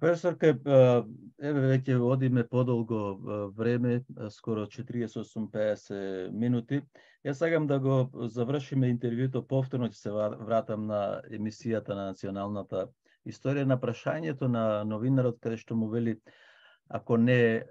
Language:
Macedonian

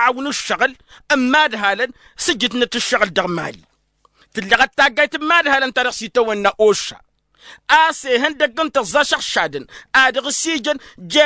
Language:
Tamasheq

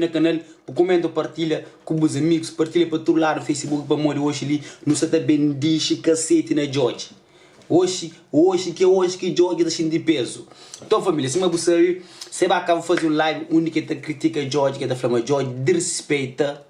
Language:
Kabuverdianu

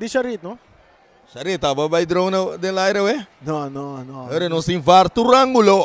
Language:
Papiamento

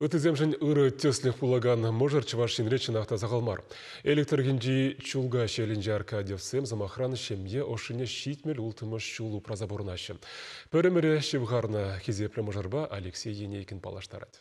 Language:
Chuvash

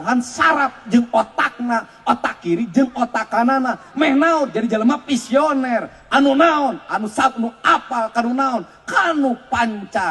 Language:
Sundanese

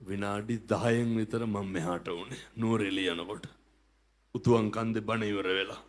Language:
Sinhala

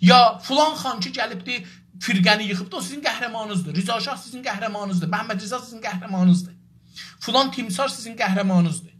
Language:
South Azerbaijani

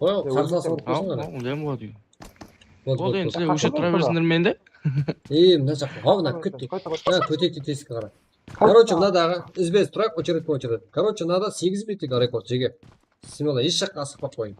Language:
Kara-Kalpak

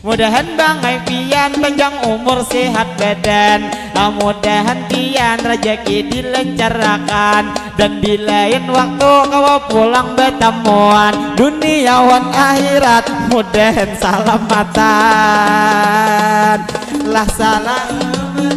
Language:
Banjar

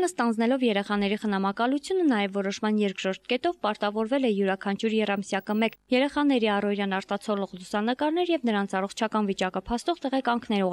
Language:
Armenian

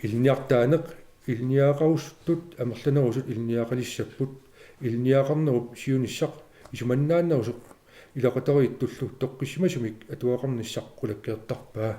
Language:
Kalaallisut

